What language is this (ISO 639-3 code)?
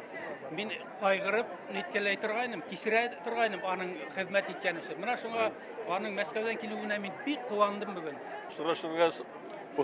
bak